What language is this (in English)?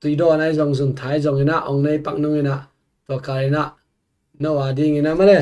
Tedim Chin